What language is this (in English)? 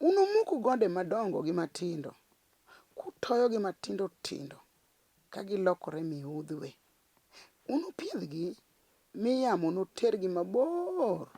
Luo (Kenya and Tanzania)